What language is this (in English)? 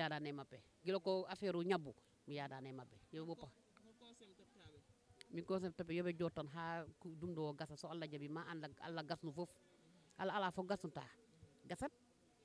Fula